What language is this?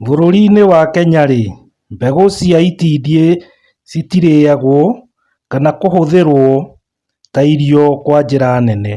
Kikuyu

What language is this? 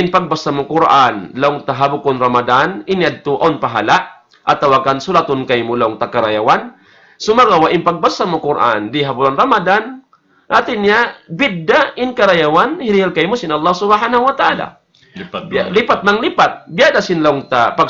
Tausug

